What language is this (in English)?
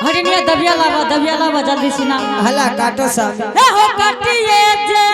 Angika